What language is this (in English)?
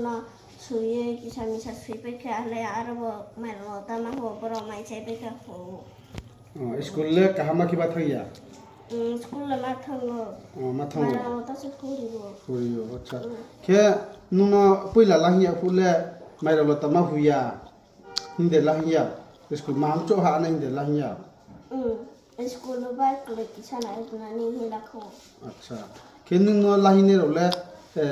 Riang (India)